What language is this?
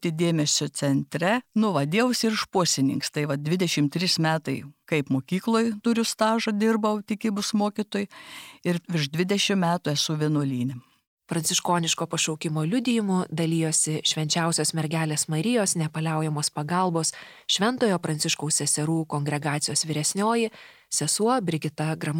Lithuanian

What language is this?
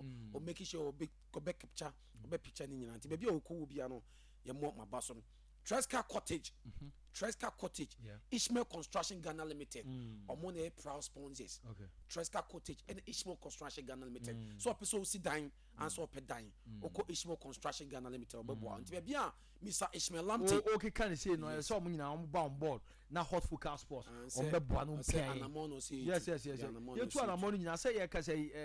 Akan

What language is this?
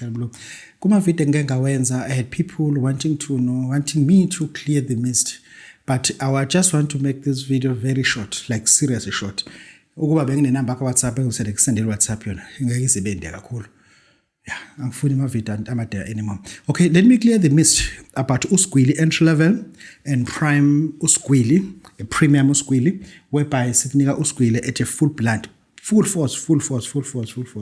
Zulu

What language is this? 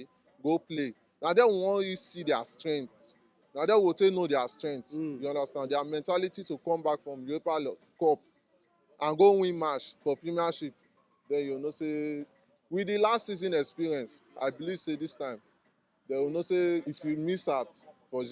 Nigerian Pidgin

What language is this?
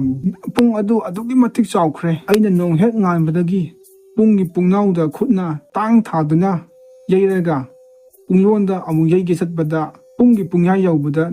Manipuri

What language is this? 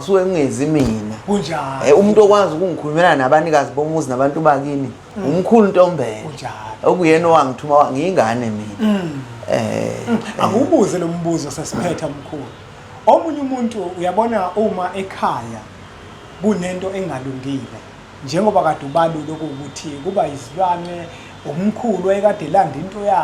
Zulu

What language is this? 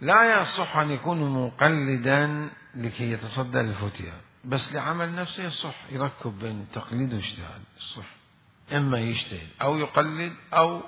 Mesopotamian Arabic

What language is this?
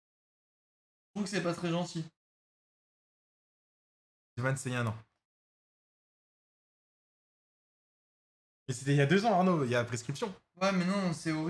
French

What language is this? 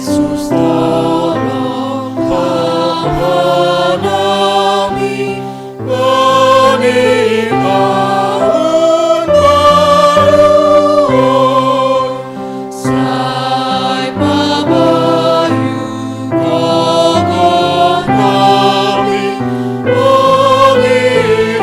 Batak Simalungun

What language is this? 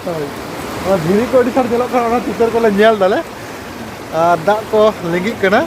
Santali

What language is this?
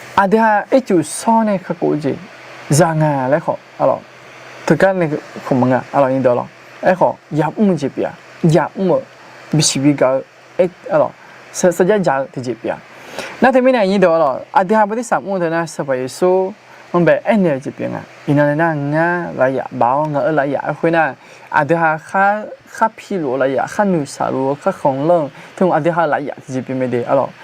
Akha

